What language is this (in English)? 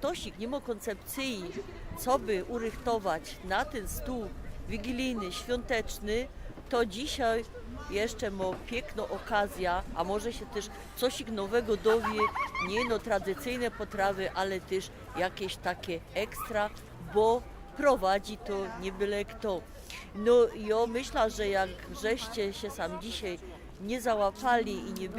Silesian